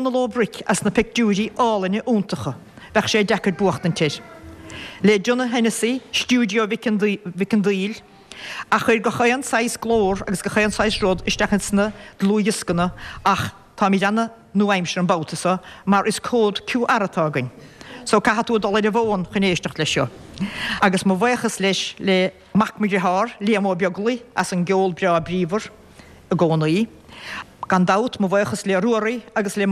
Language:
Irish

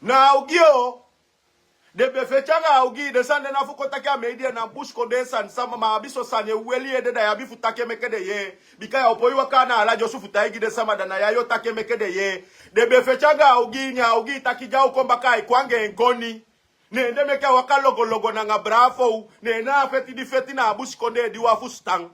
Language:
Sranan Tongo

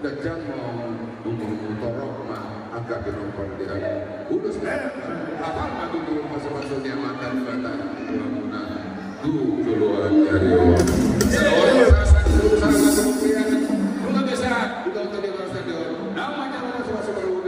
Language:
Batak Toba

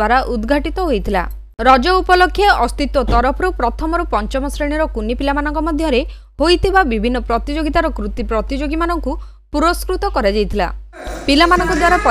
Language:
Odia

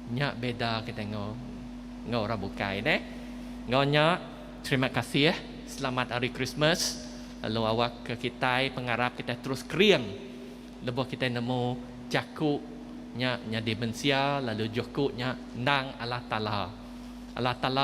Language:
Iban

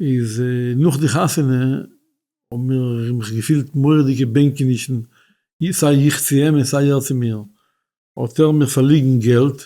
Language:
Yiddish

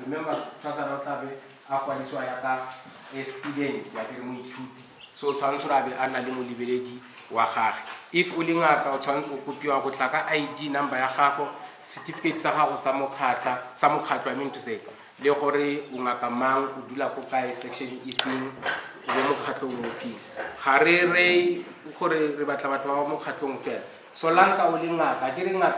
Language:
Tswana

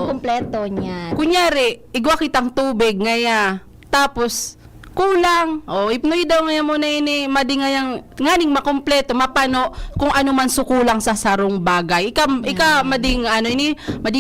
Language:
Bikol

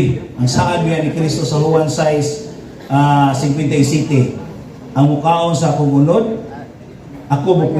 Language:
Cebuano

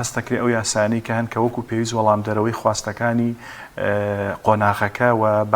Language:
Central Kurdish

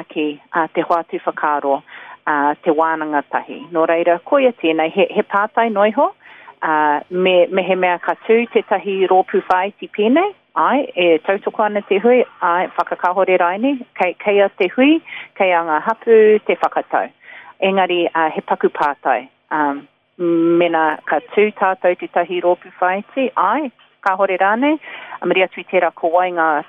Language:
Māori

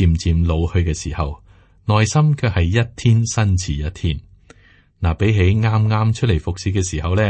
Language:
Cantonese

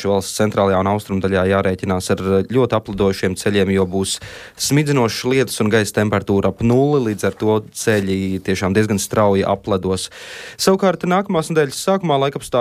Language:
Latvian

